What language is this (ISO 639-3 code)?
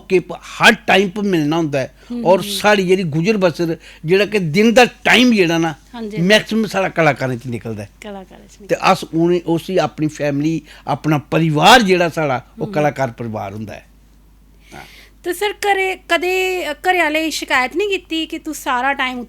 doi